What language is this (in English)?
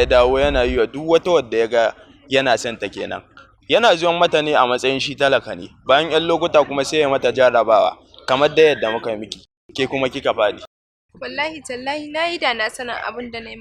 Hausa